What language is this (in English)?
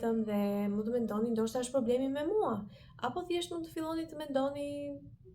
Albanian